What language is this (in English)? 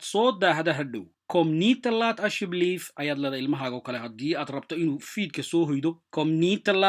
Somali